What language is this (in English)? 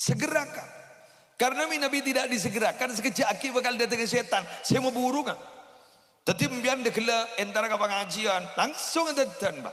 Madurese